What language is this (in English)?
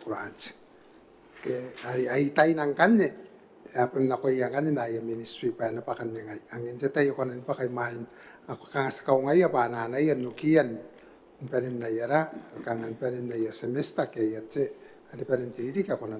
Gilbertese